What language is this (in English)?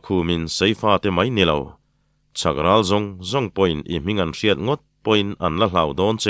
Mizo